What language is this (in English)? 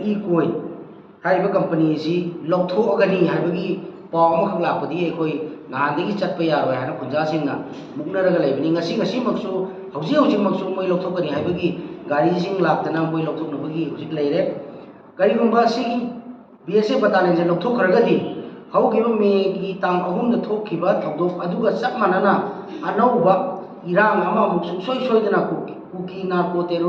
Manipuri